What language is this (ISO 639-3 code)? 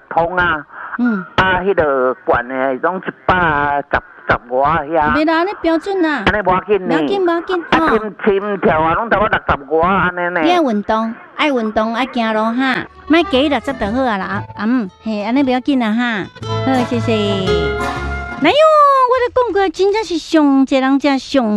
nan